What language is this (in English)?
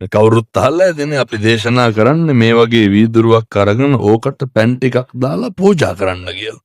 Sinhala